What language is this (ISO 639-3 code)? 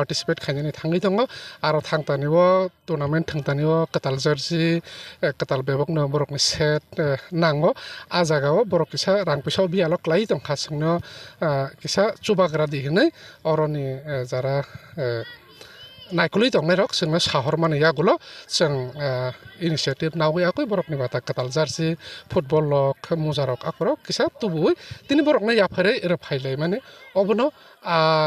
trp